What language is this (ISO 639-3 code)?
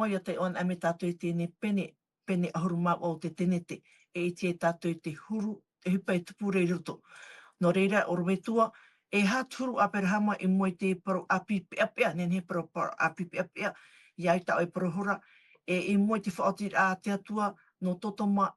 tah